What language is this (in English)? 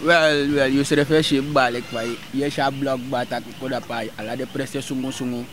Sranan Tongo